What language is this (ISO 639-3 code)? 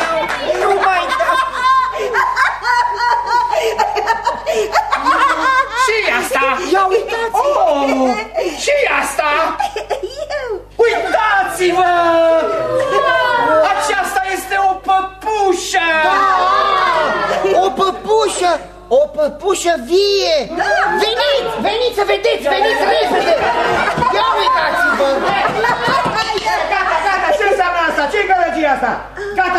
ron